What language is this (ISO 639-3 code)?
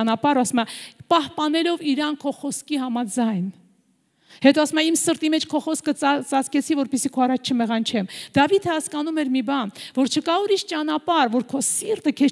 hye